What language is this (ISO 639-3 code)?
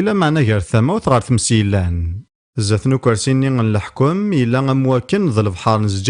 kab